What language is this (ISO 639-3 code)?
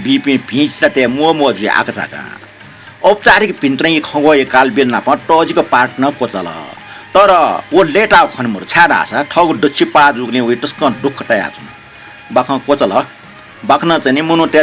new